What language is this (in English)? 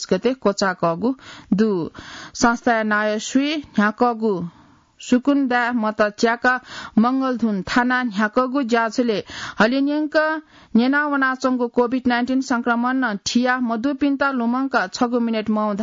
Newari